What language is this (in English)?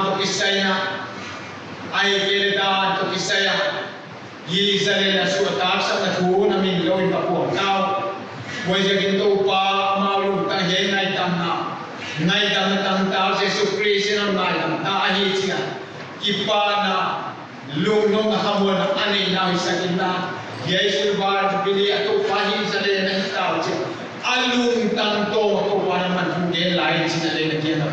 Paite Chin